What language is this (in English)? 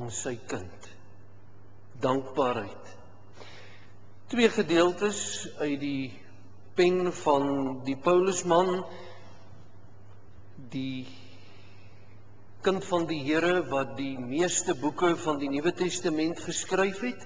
Afrikaans